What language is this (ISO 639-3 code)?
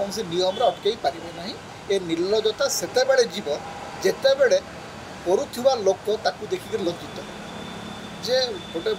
ori